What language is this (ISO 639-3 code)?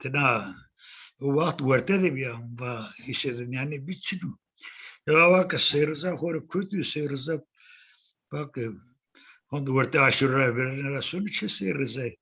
zza